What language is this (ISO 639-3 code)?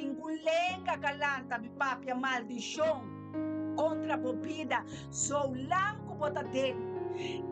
pap